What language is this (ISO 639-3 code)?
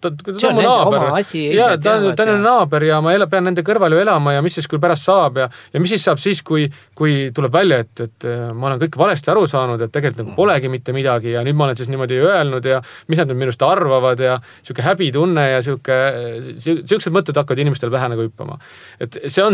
est